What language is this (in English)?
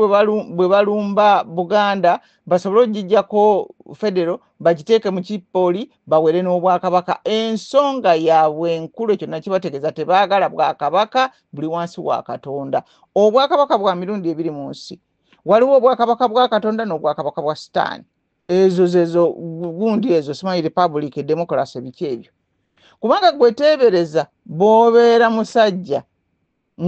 Ganda